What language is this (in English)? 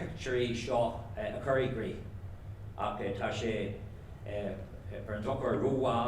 Irish